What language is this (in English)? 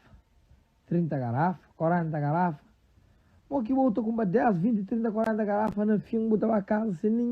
Kabuverdianu